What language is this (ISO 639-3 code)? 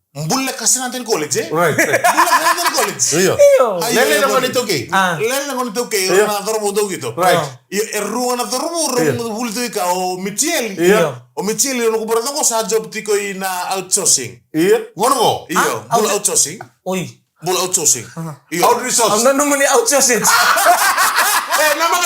fij